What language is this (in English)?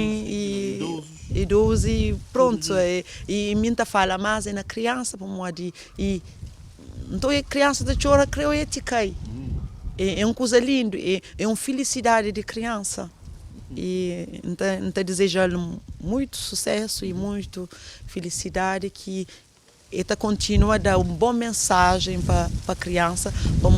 Kabuverdianu